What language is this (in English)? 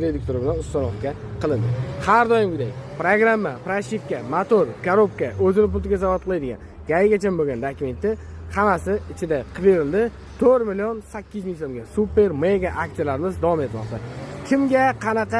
Uzbek